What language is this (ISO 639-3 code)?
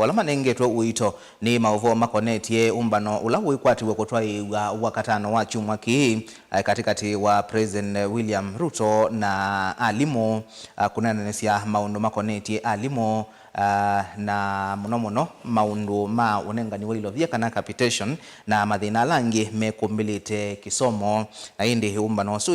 kam